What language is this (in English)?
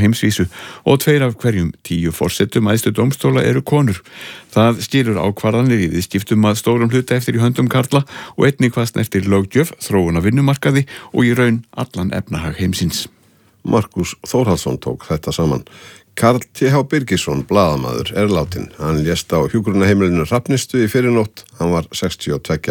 Icelandic